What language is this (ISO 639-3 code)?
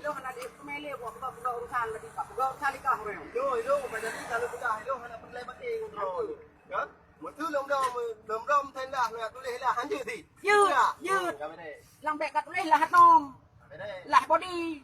ace